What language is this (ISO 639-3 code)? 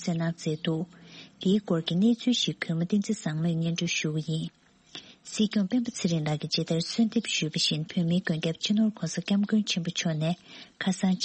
bod